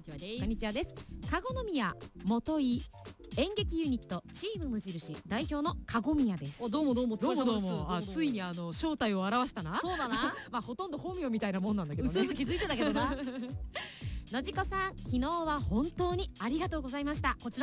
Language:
Japanese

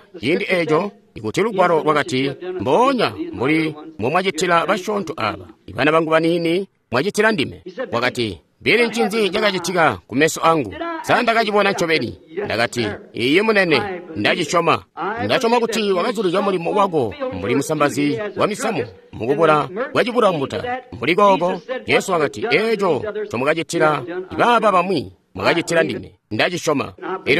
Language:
Tonga (Zambia)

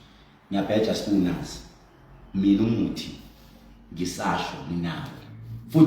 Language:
Zulu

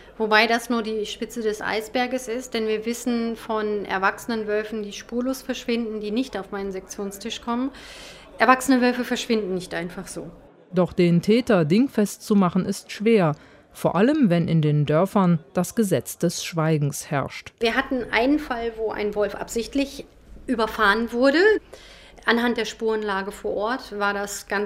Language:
German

